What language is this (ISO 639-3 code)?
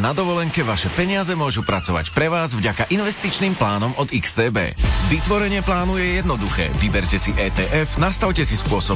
slk